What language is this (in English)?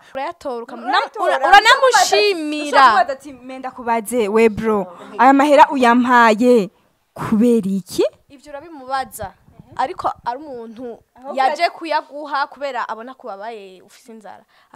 Rundi